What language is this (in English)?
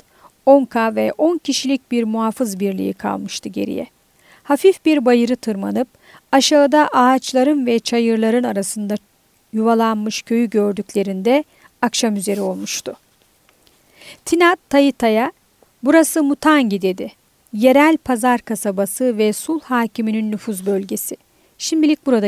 Turkish